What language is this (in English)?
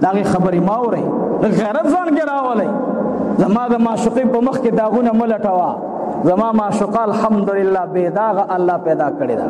Pashto